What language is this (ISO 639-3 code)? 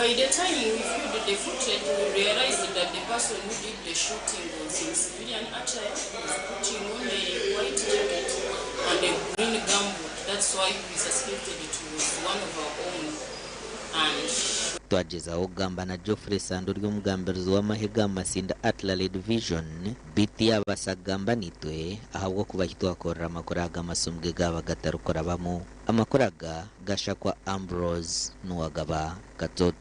nyn